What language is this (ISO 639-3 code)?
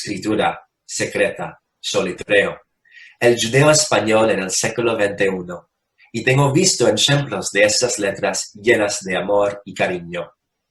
lad